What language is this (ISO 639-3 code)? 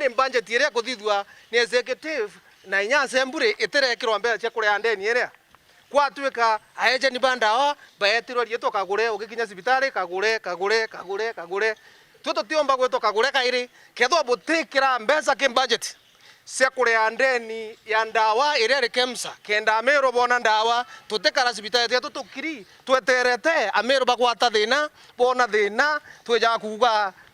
mer